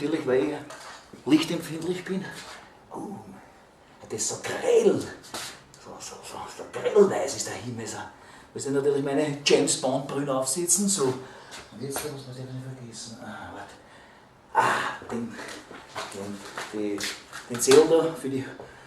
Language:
Bavarian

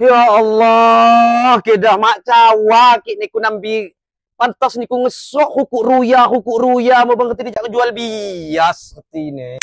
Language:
Lampung Api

